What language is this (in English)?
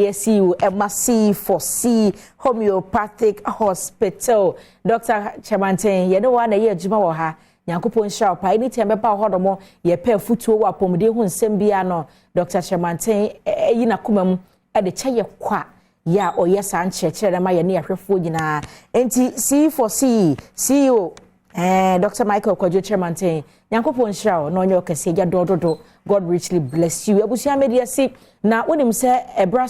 Akan